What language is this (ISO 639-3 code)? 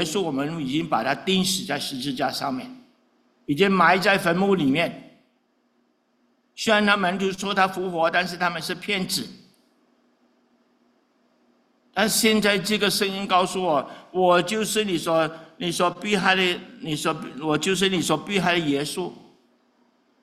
zho